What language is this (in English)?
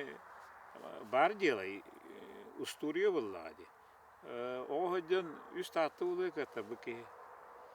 Yakut